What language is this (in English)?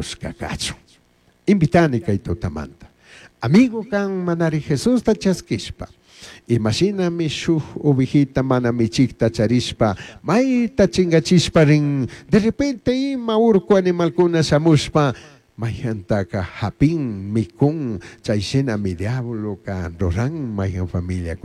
Chimborazo Highland Quichua